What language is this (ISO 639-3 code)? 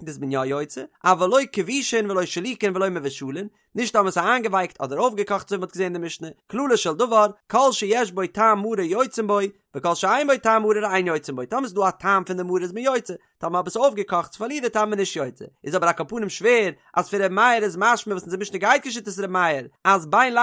yid